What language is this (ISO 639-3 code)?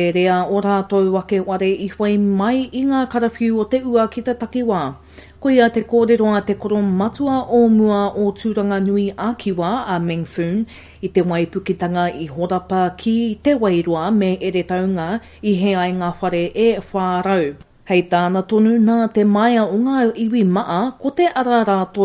mri